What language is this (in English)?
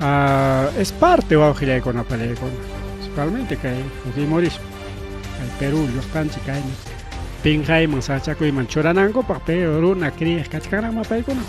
Ayacucho Quechua